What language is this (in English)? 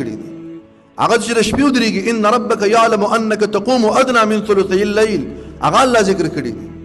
Pashto